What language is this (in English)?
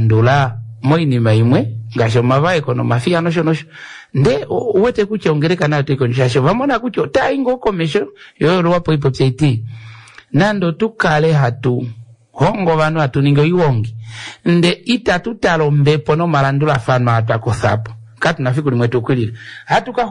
Kuanyama